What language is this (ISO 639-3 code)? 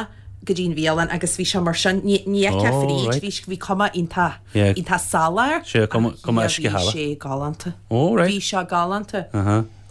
gle